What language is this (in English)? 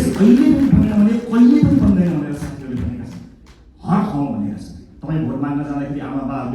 Nepali